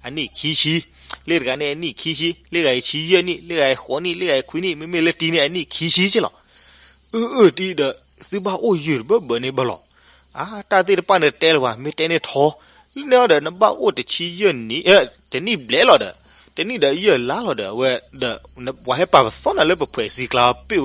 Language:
S'gaw Karen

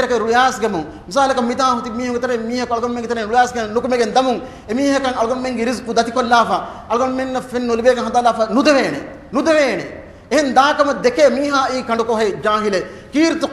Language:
Divehi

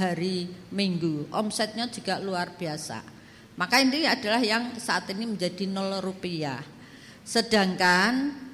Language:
Indonesian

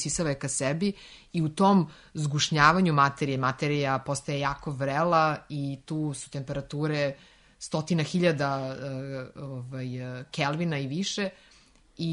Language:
Serbian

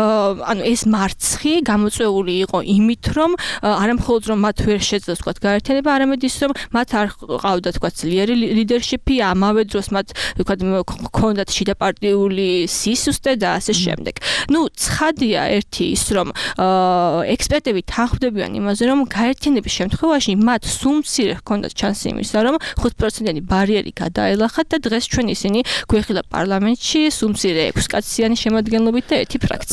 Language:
Georgian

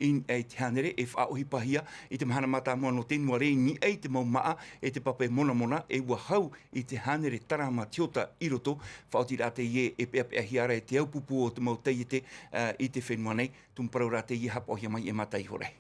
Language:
Tahitian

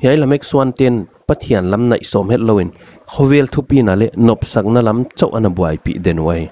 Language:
Paite Chin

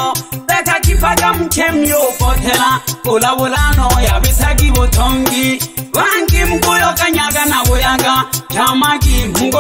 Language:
Swahili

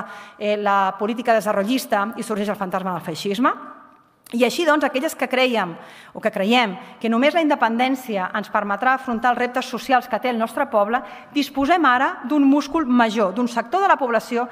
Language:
Catalan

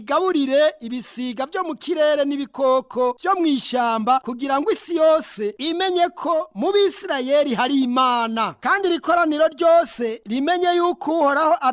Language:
Rundi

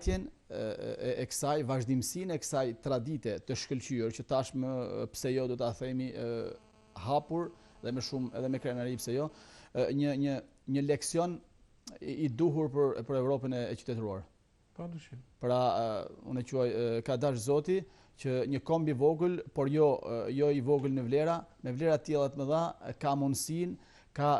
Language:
Albanian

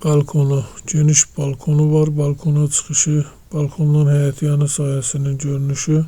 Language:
Azerbaijani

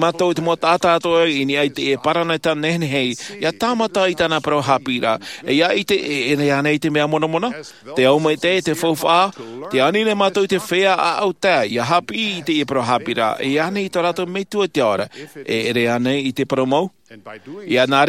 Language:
Tahitian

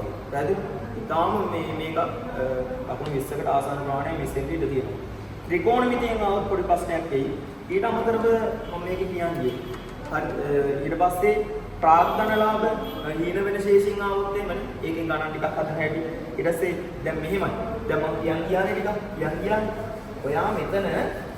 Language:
Sinhala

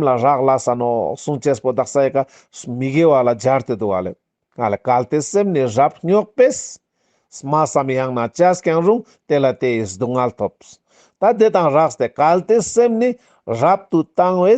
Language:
Ladakhi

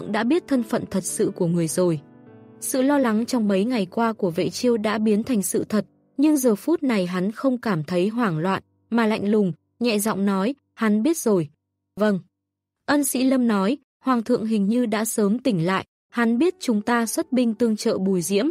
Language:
Vietnamese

